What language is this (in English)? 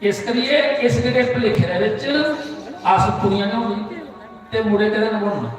Dogri